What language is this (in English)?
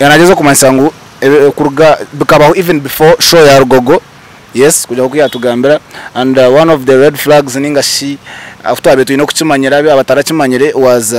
Nyankole